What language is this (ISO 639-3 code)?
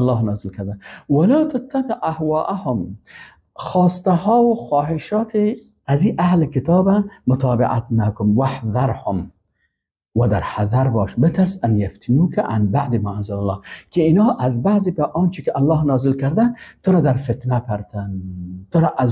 fas